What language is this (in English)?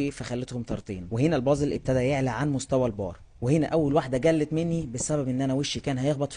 Egyptian Arabic